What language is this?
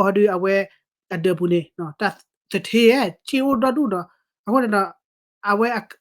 S'gaw Karen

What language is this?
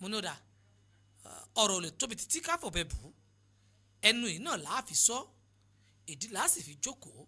Yoruba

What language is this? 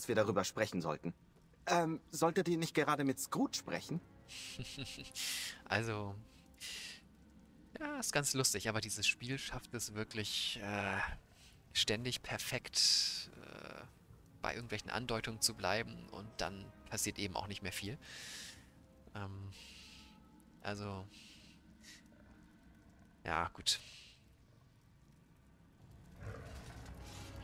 German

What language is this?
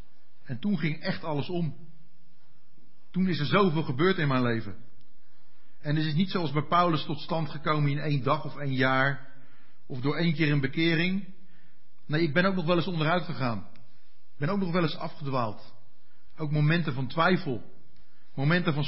Dutch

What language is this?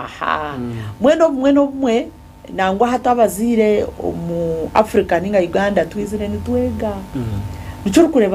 Nyankole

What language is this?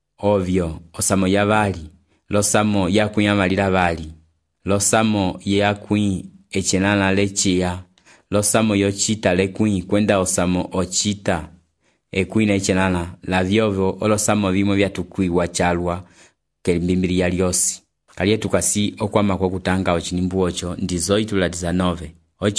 Umbundu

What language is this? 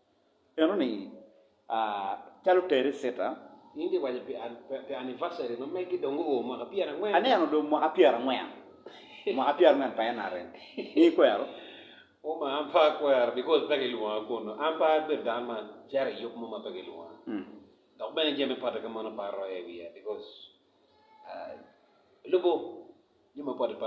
Acoli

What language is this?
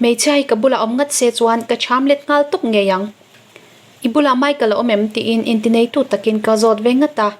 Mizo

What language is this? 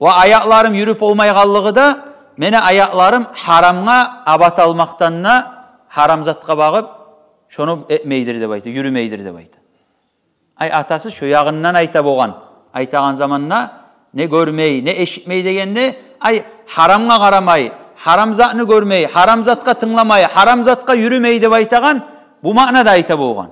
Kumyk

